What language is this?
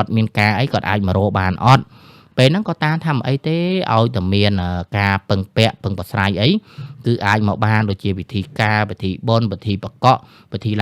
Khmer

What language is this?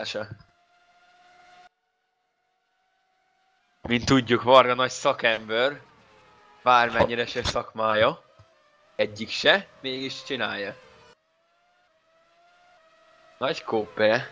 Hungarian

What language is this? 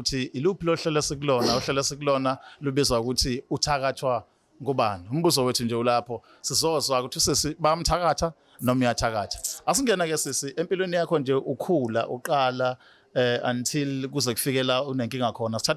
Zulu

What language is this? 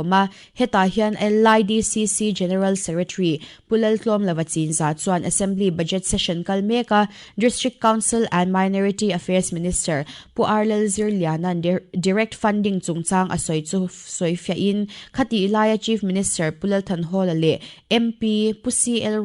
Mizo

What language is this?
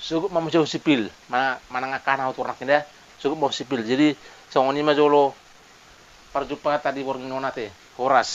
Batak Toba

